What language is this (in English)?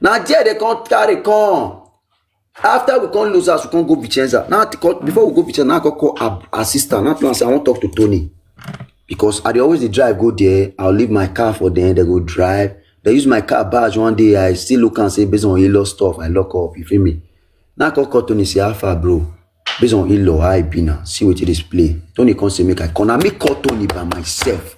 Nigerian Pidgin